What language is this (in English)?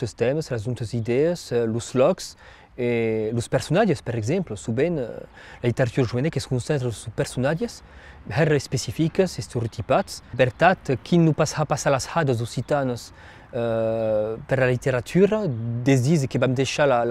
Occitan